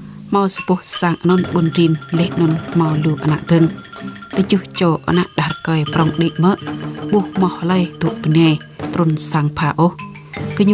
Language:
Jarai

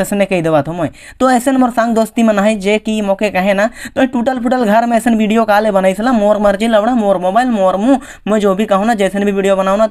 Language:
Sadri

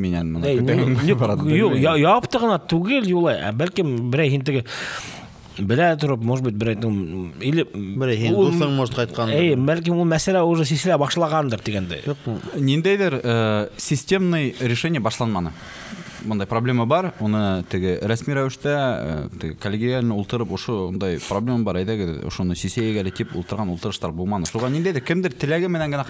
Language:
Bashkir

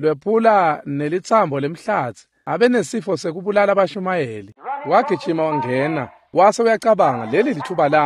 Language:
Swati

